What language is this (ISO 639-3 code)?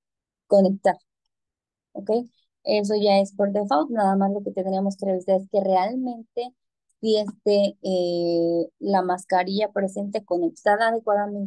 spa